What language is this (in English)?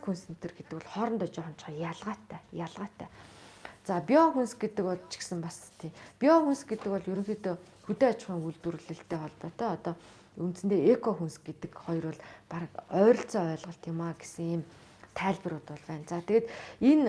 Mongolian